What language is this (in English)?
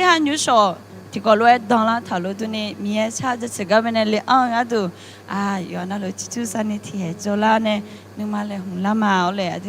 Akha